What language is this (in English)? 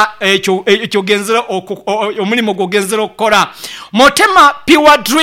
Nyoro